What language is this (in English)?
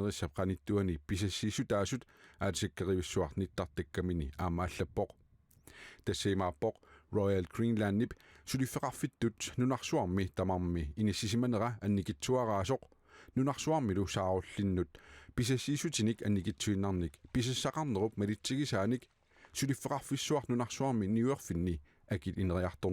Kalaallisut